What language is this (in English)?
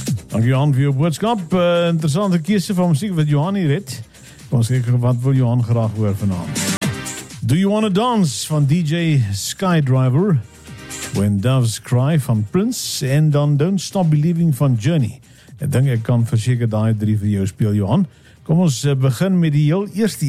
Afrikaans